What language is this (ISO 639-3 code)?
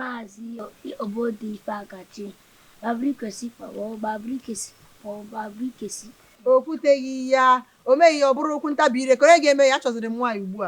ibo